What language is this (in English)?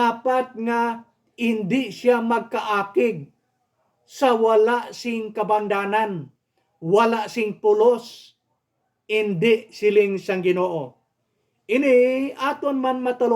Hiligaynon